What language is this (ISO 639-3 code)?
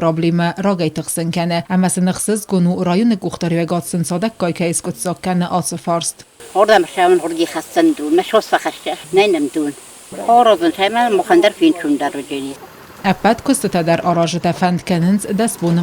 oss